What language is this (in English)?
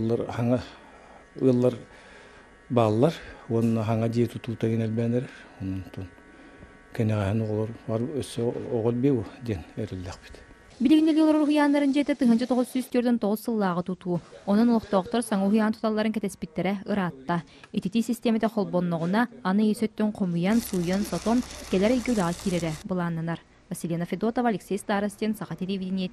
Yakut